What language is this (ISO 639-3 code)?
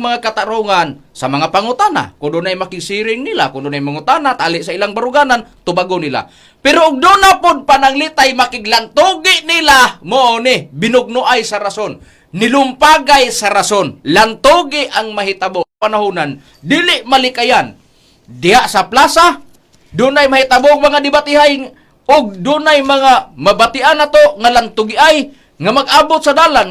ceb